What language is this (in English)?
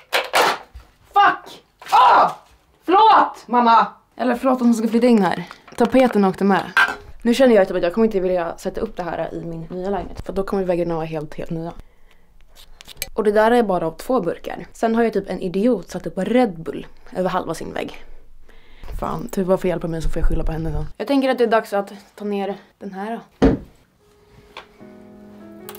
Swedish